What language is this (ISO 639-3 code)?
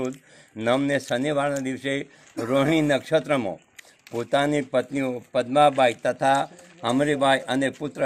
guj